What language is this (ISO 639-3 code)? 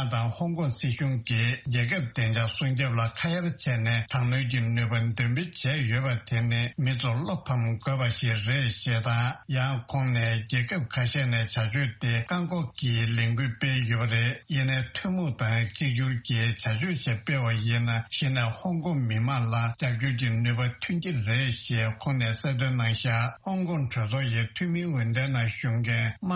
bod